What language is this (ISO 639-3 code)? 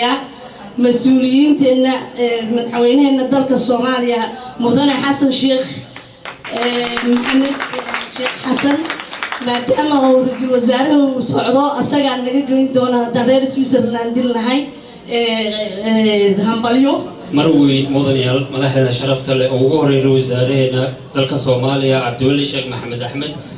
som